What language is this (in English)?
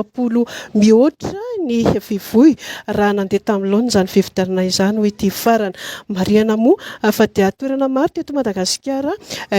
Malagasy